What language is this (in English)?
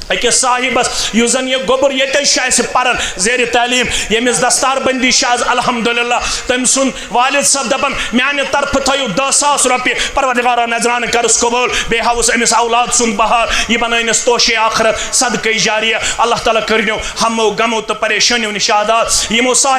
Kashmiri